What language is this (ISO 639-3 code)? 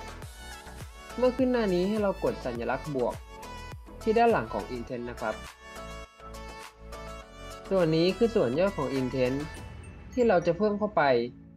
tha